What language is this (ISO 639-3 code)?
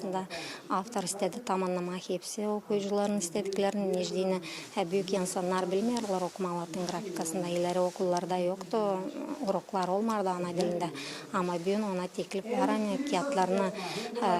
gag